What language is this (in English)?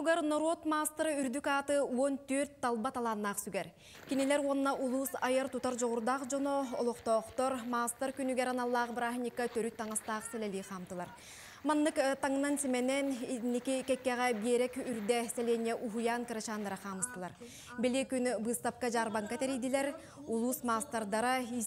Yakut